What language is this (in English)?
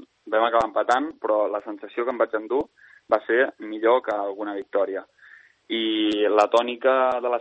Catalan